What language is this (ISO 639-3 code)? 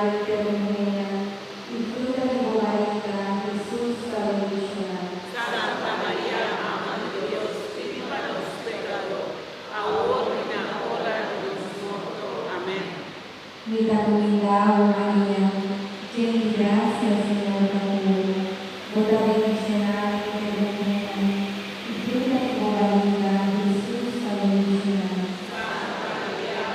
pap